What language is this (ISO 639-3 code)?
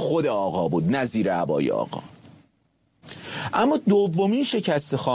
fas